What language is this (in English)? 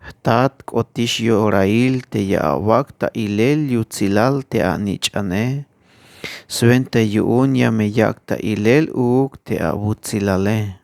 Tzeltal